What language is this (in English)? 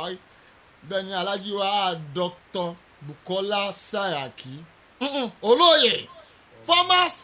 Yoruba